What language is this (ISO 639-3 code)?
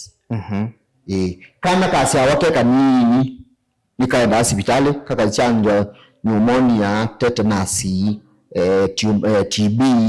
kam